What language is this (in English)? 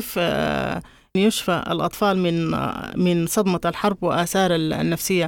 Sudanese Arabic